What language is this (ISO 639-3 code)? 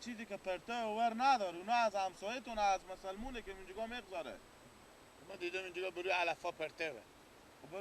fas